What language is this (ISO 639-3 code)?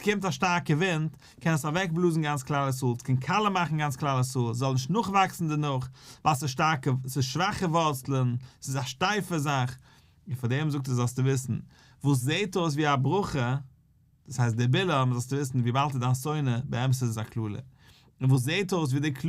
yid